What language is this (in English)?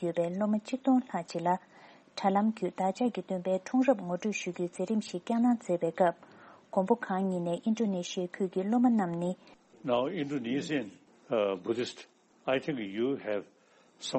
Tibetan